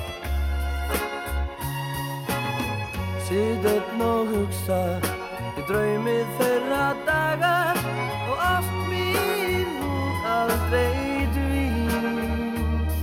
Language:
Icelandic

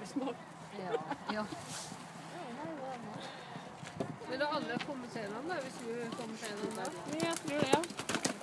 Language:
Norwegian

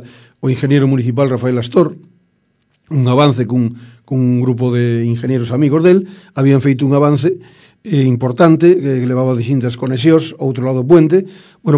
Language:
Galician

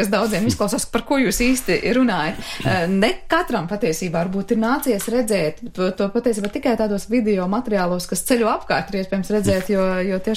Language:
Latvian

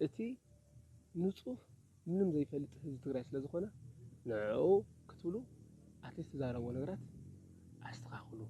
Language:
Tigrinya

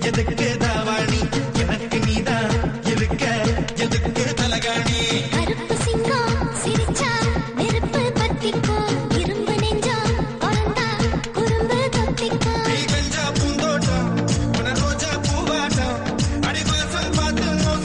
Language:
Tamil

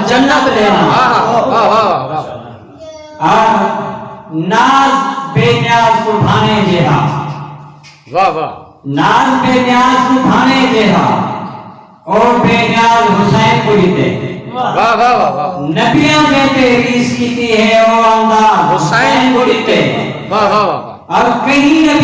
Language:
Saraiki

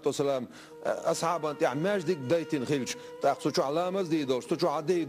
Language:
Chechen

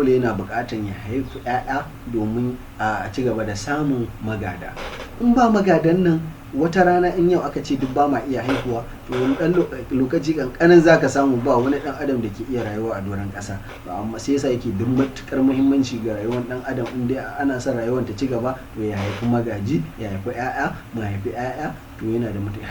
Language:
Hausa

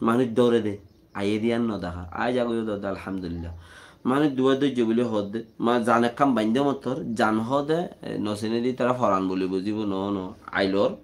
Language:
Rohingya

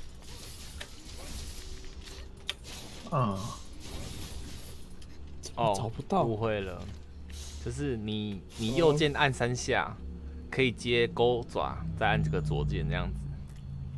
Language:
Chinese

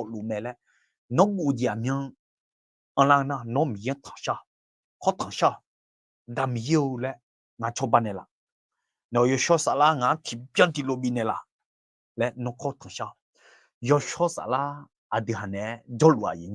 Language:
Akha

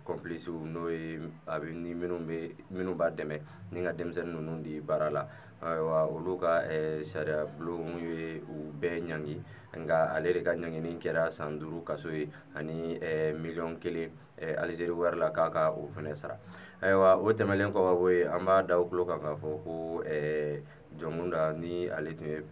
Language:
Bambara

